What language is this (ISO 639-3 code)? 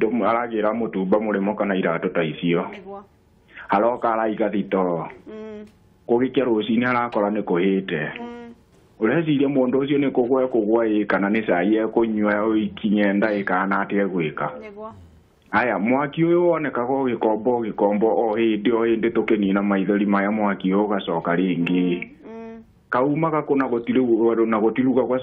kik